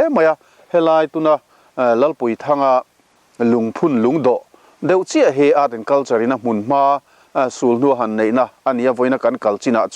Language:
Mizo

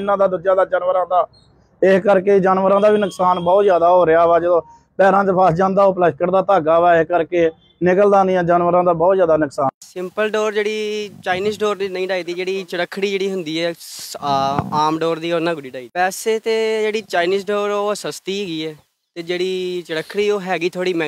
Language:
Punjabi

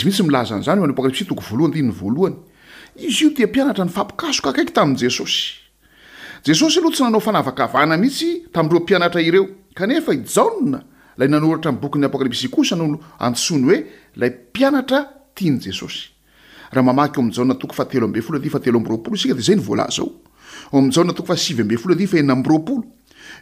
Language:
Malagasy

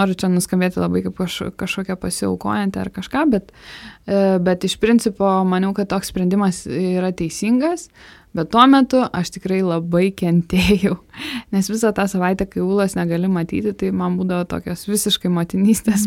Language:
Lithuanian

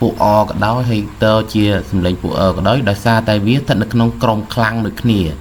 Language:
Khmer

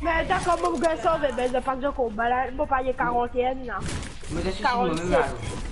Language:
Morisyen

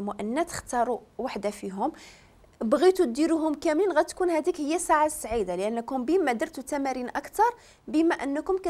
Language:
Moroccan Arabic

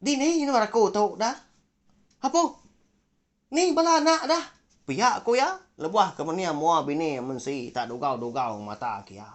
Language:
Iban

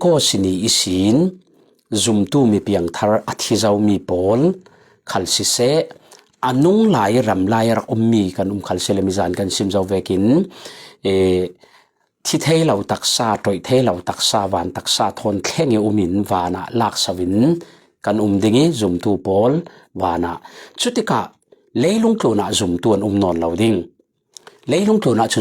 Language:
Falam Chin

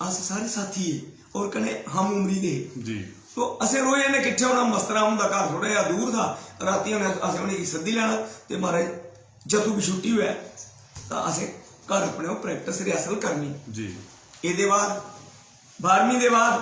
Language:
Dogri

